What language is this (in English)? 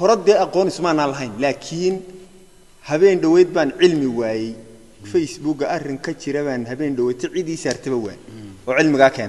Somali